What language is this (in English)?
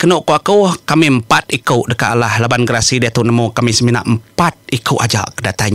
Iban